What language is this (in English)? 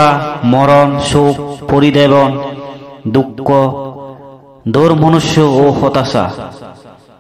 Bangla